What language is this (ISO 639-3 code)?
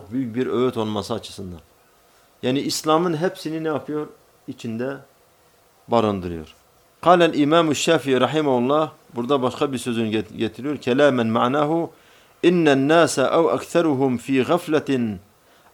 tur